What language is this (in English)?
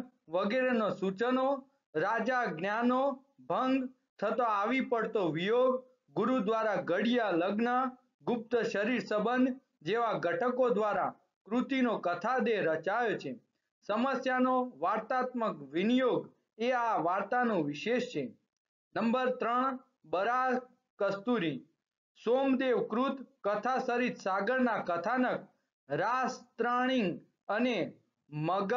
Gujarati